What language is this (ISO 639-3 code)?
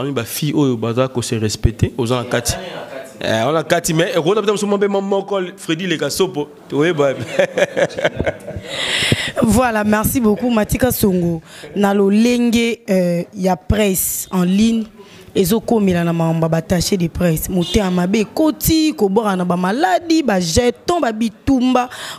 lin